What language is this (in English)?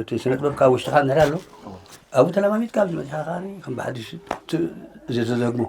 Tigrinya